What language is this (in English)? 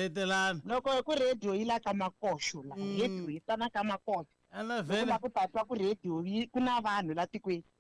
Tsonga